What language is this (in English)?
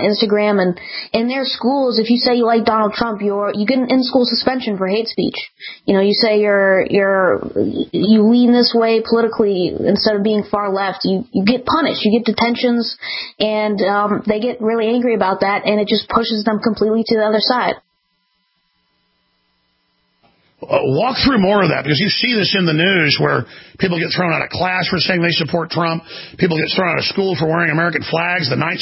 English